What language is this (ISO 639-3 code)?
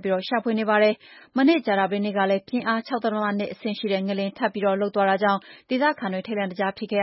mya